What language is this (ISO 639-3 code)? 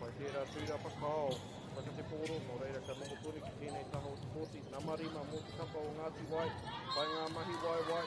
mri